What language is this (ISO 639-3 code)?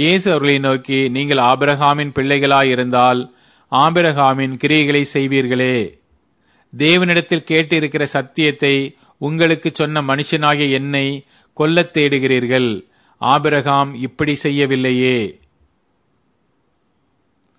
tam